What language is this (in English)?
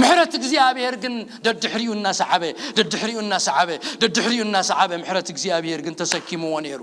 Tigrinya